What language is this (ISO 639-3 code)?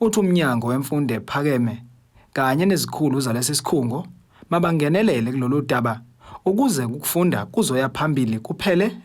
zul